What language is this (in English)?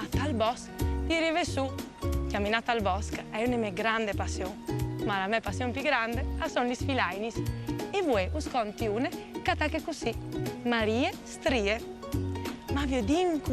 Friulian